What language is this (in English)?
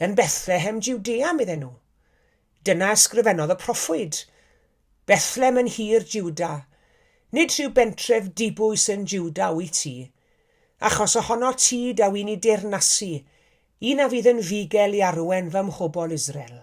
Welsh